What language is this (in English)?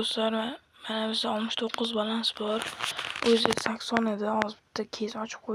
Uzbek